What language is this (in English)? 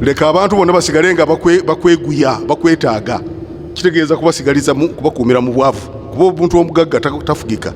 Ganda